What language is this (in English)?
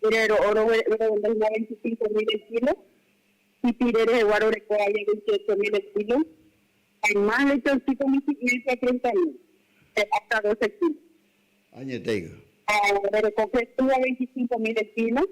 Guarani